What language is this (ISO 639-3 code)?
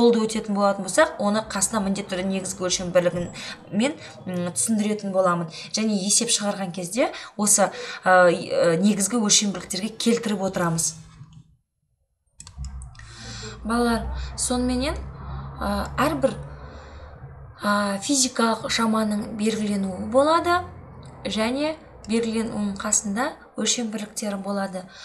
kaz